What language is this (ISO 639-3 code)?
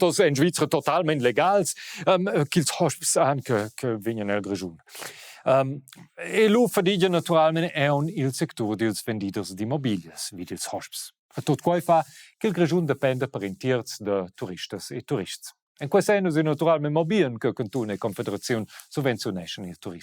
roh